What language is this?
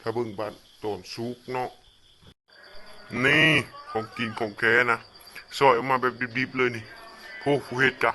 Lao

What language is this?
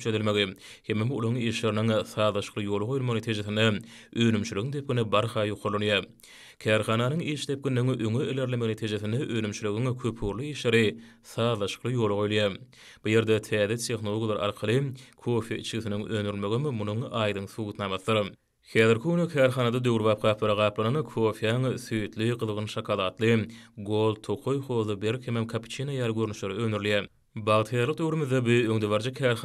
Turkmen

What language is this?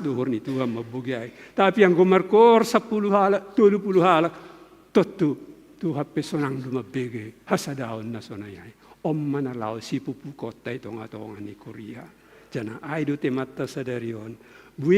Batak Simalungun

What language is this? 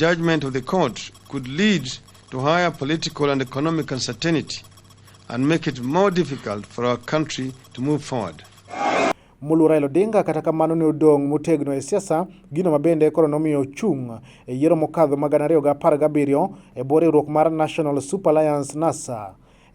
Luo (Kenya and Tanzania)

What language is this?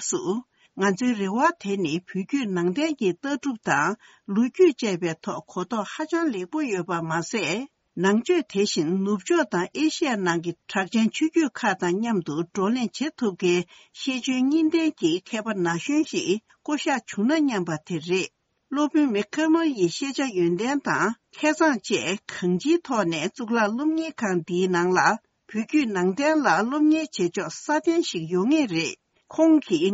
Tibetan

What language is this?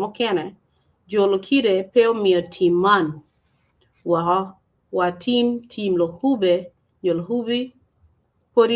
Acoli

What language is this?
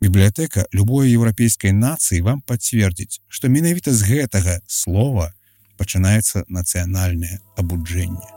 Belarusian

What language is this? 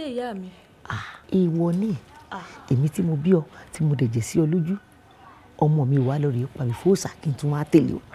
Yoruba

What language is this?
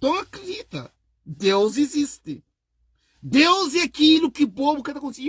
Kabuverdianu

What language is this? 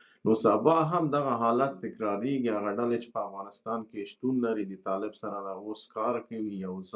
Pashto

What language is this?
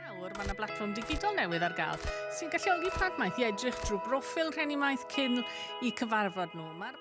Welsh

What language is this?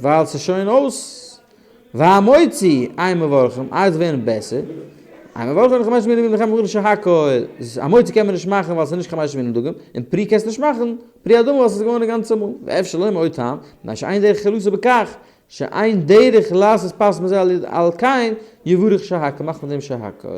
Yiddish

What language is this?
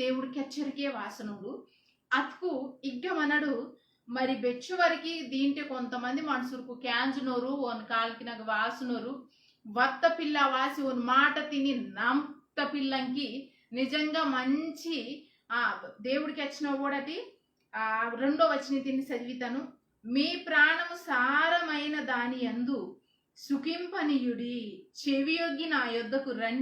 Koya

